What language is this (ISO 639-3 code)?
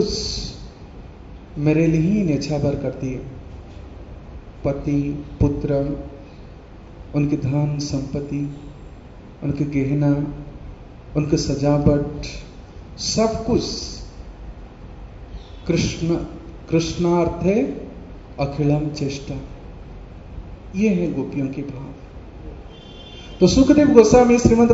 hin